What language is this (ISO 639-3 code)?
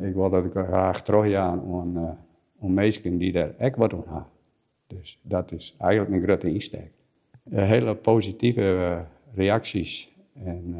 fry